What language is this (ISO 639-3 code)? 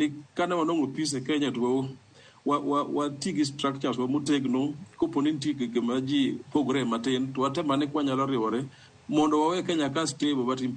luo